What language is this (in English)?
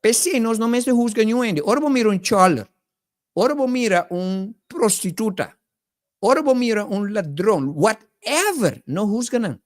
Papiamento